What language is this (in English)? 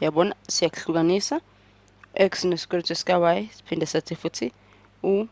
Zulu